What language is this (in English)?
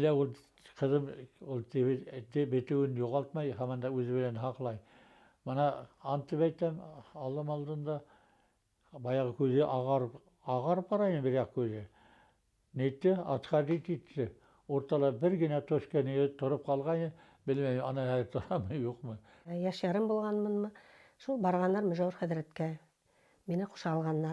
Bashkir